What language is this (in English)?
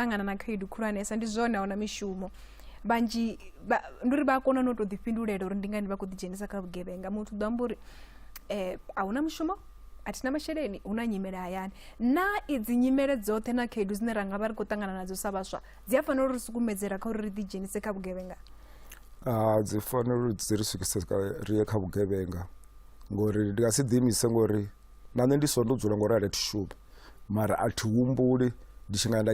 Venda